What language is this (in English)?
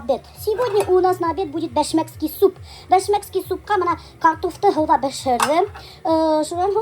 Bashkir